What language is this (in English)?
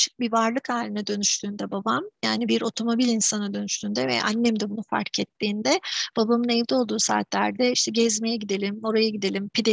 Turkish